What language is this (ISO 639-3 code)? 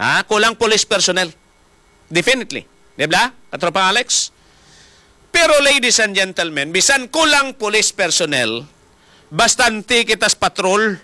hil